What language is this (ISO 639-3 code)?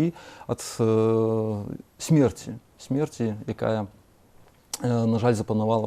bel